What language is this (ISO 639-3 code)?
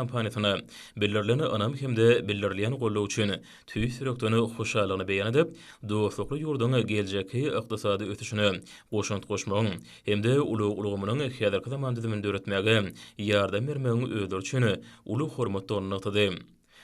tuk